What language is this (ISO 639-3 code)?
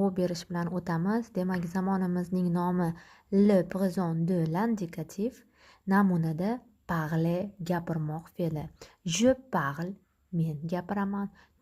uzb